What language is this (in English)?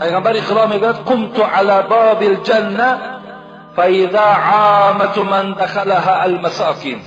Tajik